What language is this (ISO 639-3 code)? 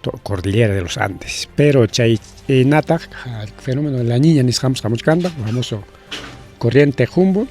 quy